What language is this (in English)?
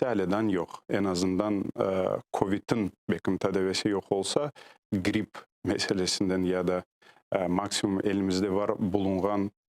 Crimean Tatar